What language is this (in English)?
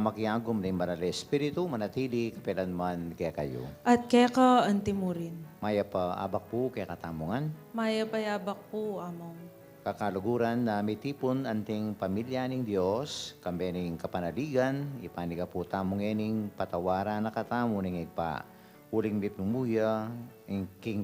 Pampanga